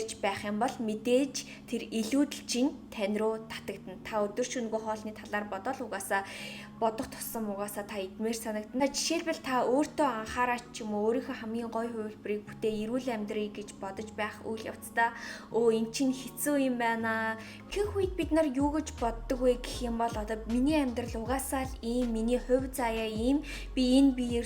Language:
Mongolian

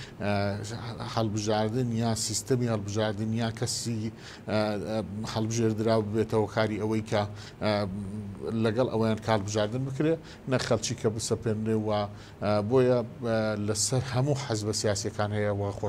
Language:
Central Kurdish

